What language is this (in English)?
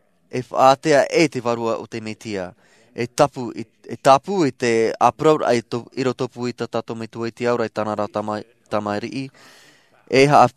Tahitian